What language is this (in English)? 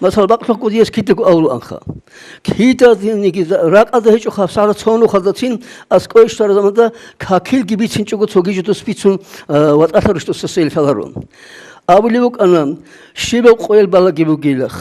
Avaric